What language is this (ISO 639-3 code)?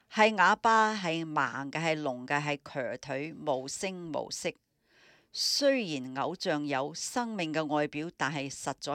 yue